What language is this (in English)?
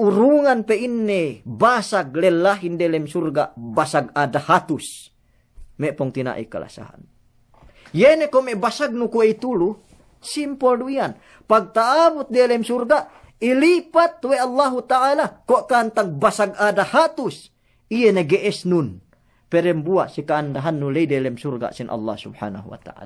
Yakan